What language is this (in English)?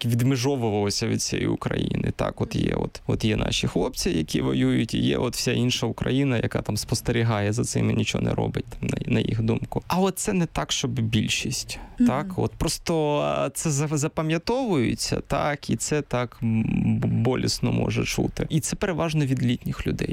Ukrainian